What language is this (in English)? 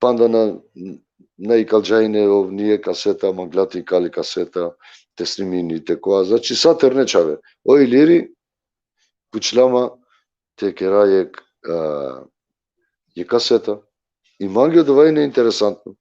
Balkan Romani